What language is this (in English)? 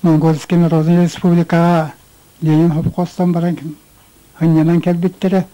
Yakut